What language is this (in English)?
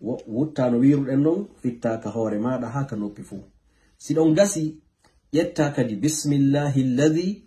Fula